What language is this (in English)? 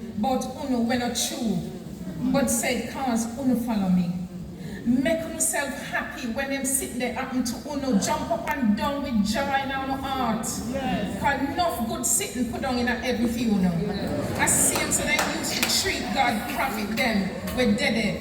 Jamaican Creole English